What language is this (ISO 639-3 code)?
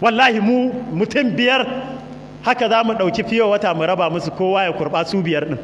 hau